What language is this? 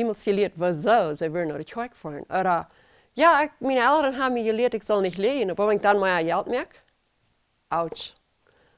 Plautdietsch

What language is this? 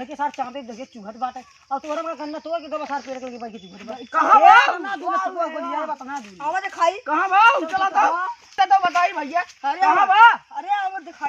Awadhi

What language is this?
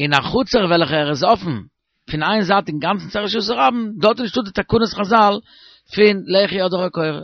Yiddish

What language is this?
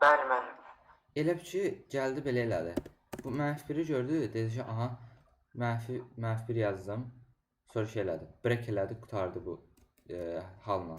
Azerbaijani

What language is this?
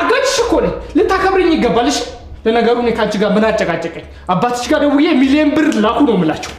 Amharic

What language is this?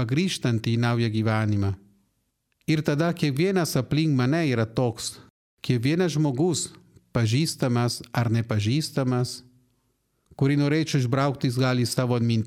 Lithuanian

